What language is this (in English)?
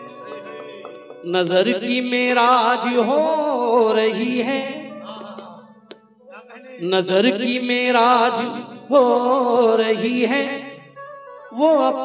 Hindi